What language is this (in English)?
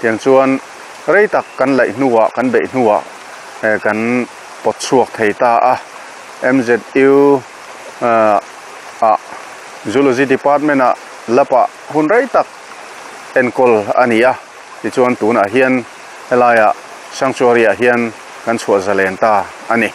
Mizo